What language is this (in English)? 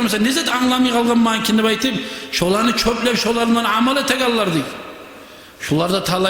Kumyk